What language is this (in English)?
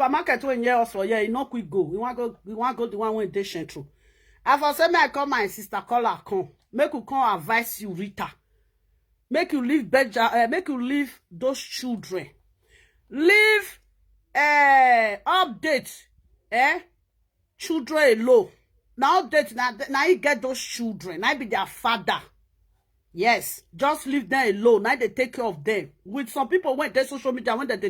Nigerian Pidgin